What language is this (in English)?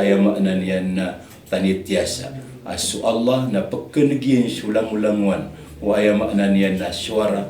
Maranao